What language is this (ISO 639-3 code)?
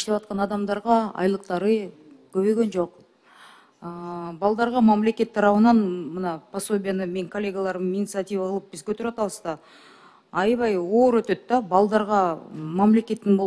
kir